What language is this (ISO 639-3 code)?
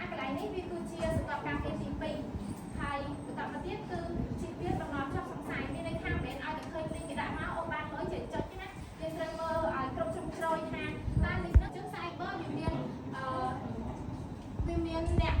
khm